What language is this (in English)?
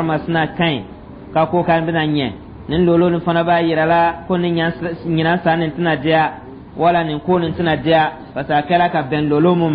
Dyula